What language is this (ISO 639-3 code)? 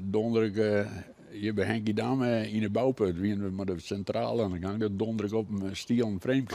fry